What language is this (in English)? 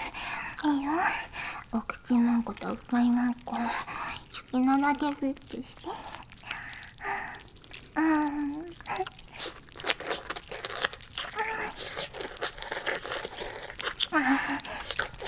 Japanese